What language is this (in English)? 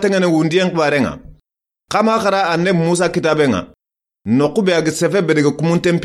Soninke